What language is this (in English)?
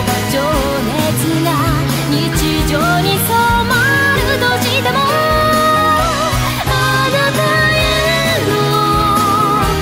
Japanese